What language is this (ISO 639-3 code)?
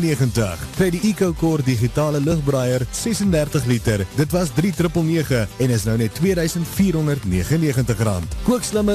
afr